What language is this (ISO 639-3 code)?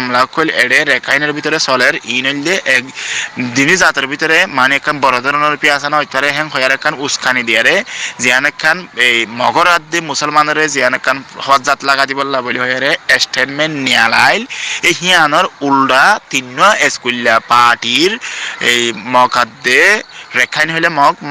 rhg